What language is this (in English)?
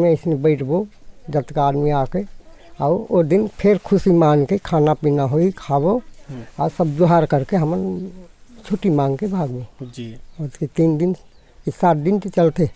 Chhattisgarhi